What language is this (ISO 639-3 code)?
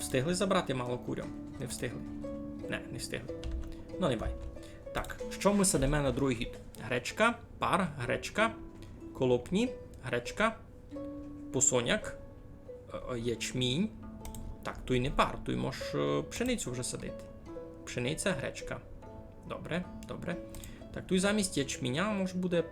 rue